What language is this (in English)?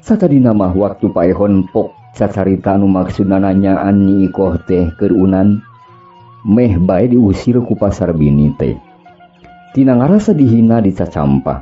Sundanese